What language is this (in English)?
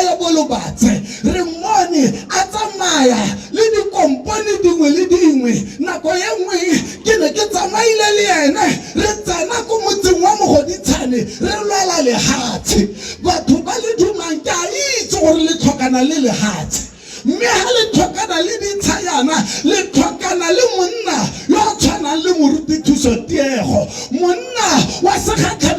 Tswana